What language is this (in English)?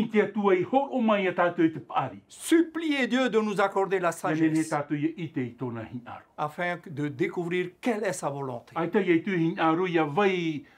Tahitian